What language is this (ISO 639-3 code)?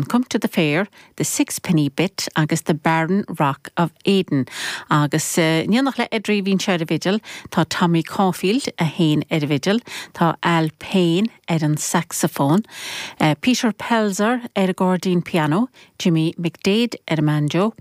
gle